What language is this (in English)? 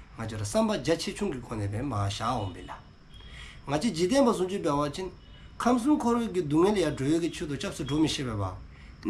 Dzongkha